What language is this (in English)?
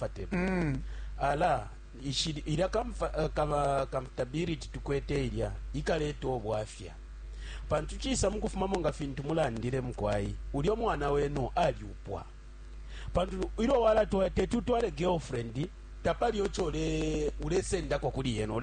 Bemba